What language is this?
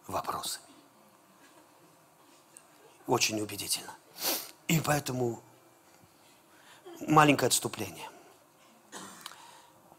Russian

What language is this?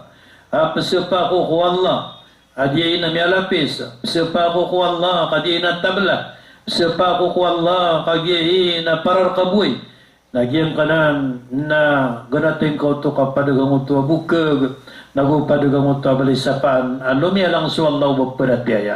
Maranao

